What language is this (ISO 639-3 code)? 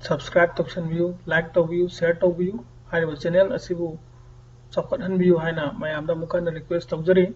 mni